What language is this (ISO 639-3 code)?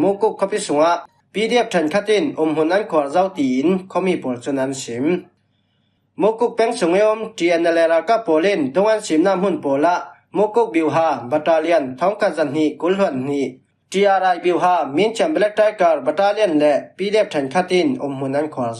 cfm